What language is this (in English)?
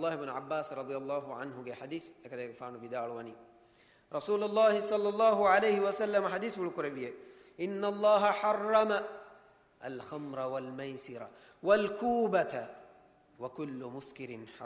Divehi